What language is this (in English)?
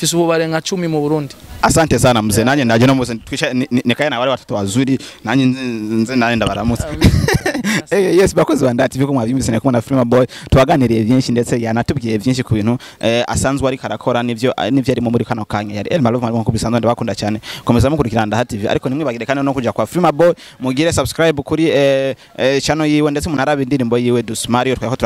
Rundi